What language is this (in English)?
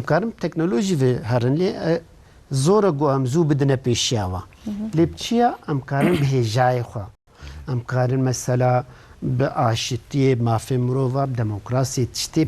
Kurdish